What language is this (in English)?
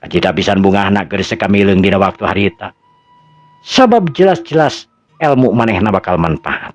Sundanese